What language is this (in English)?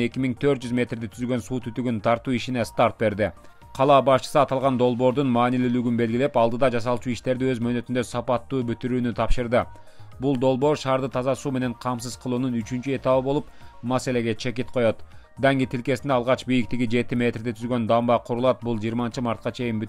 Kyrgyz